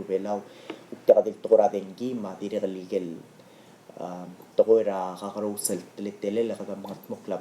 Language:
Palauan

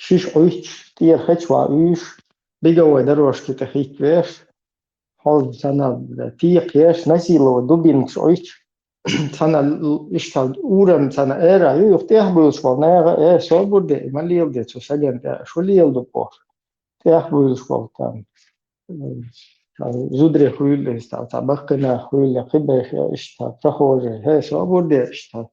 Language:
Chechen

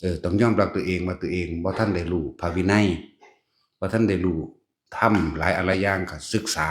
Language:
Northeastern Thai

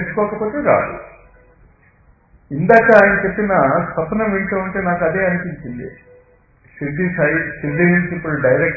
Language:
Telugu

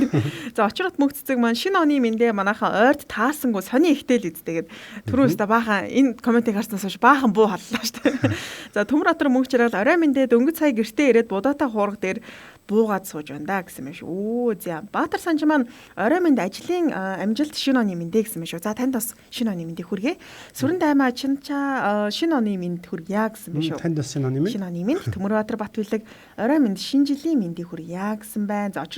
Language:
Mongolian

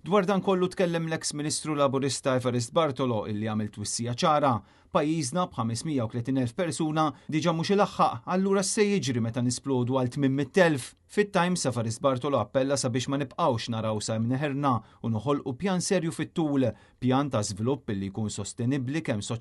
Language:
Maltese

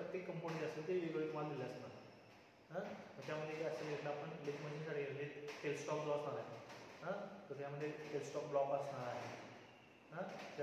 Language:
Marathi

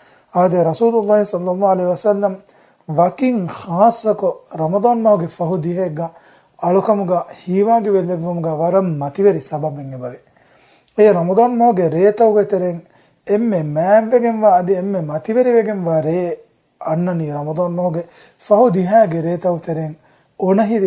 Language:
Divehi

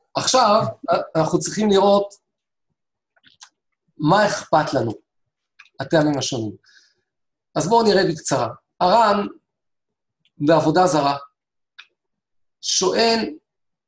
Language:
Hebrew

